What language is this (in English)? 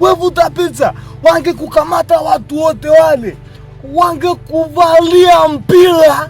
Swahili